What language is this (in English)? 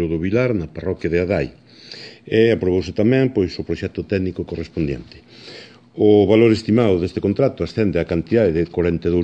Galician